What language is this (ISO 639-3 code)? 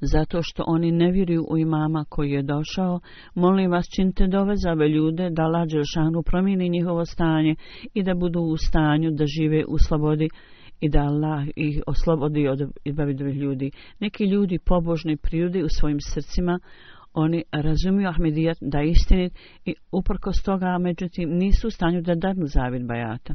bos